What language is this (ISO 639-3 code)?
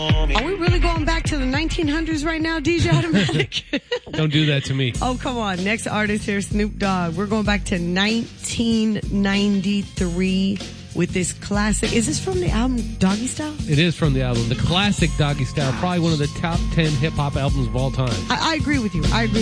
eng